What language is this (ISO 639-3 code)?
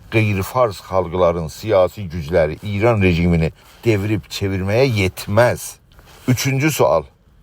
azb